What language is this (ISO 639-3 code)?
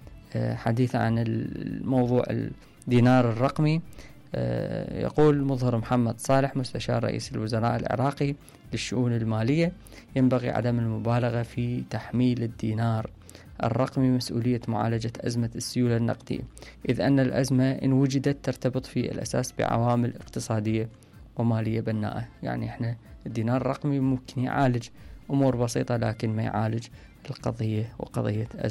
acm